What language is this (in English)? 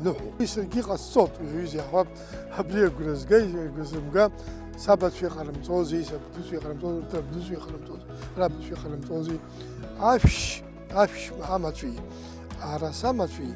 Abkhazian